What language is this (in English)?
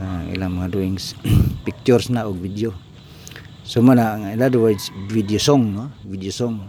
Cebuano